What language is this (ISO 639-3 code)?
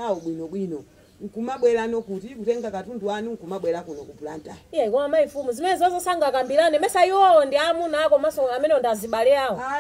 nya